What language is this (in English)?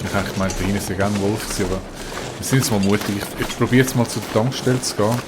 Swiss German